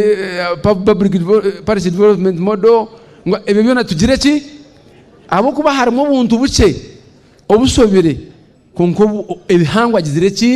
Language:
Nyankole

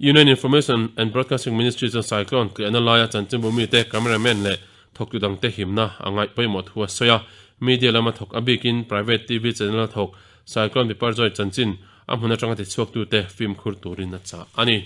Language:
Mizo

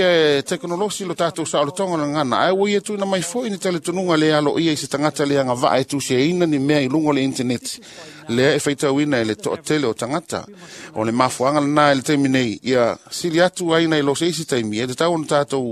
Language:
Samoan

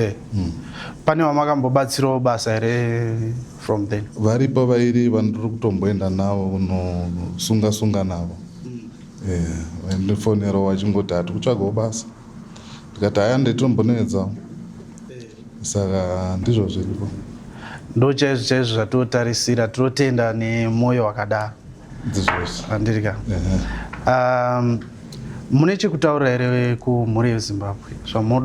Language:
Shona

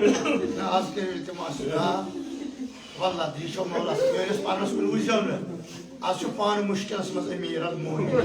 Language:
Kashmiri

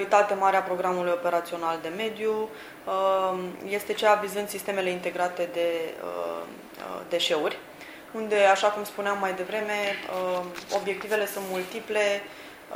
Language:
Romanian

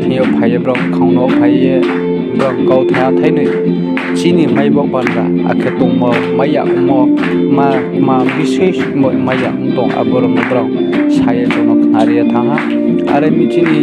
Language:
Riang (India)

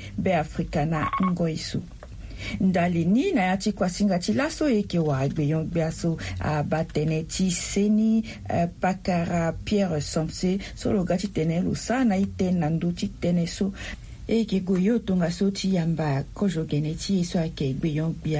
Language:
Sango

